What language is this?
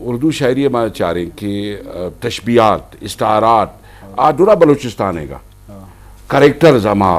Eastern Balochi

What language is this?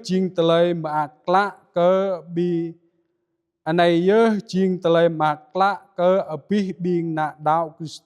Jarai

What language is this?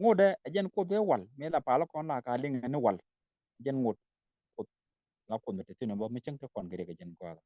Nuer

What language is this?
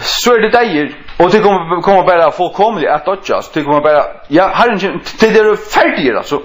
Faroese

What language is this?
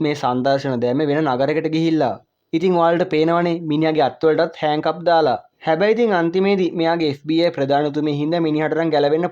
Sinhala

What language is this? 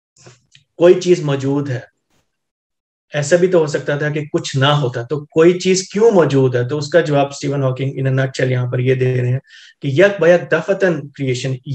Urdu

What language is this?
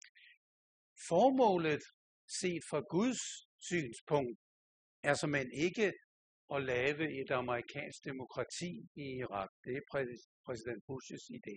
Danish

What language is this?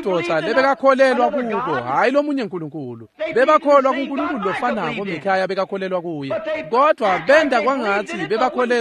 Swati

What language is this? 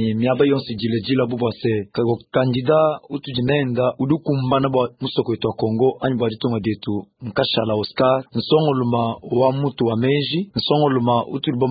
Luba-Lulua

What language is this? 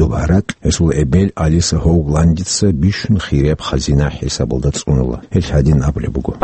Avaric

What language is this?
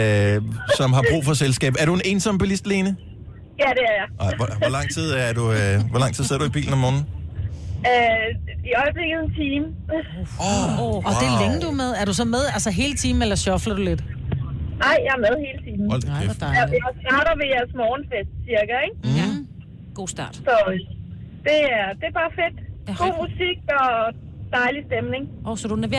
Danish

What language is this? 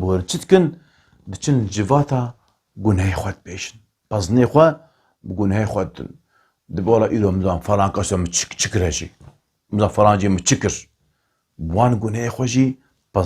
Kurdish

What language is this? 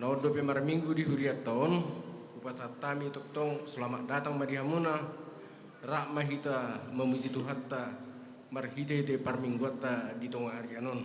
Batak Toba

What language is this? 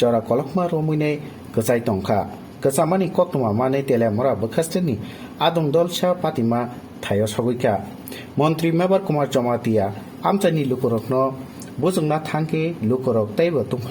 Kok Borok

